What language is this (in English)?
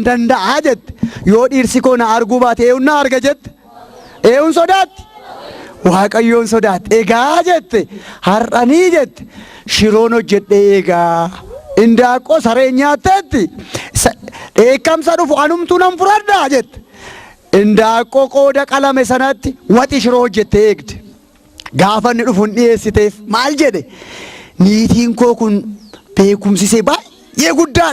Oromo